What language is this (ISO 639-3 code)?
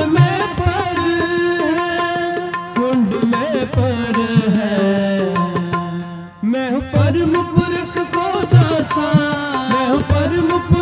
hin